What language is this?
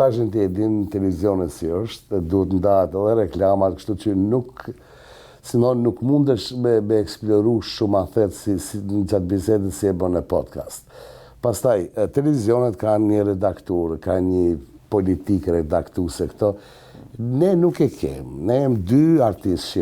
Albanian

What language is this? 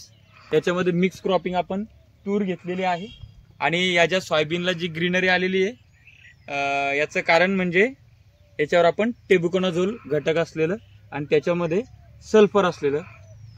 Marathi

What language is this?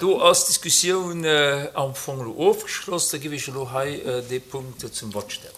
Luxembourgish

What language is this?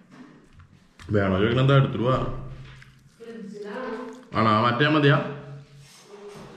Malayalam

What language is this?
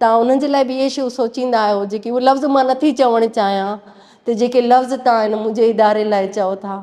Sindhi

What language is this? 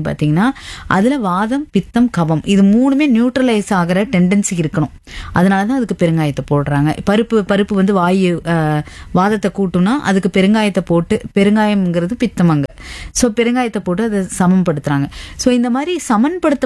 Tamil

